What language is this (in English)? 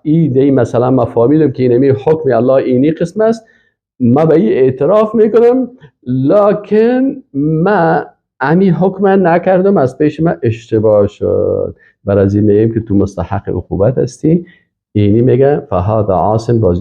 Persian